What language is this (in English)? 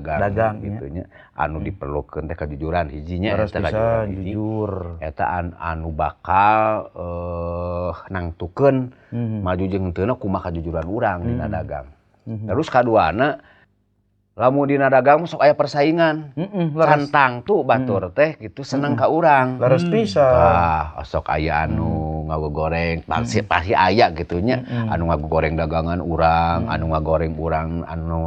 Sundanese